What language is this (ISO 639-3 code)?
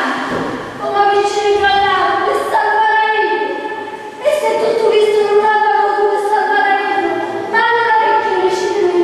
scn